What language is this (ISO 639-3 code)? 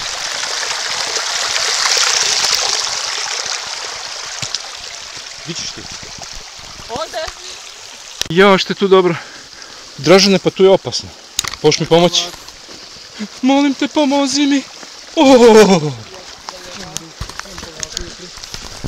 hrv